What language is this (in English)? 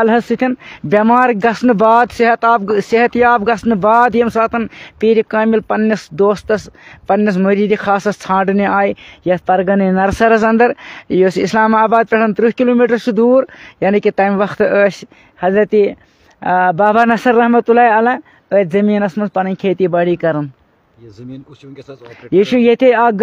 Kashmiri